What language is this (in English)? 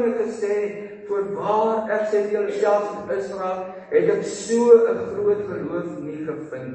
Afrikaans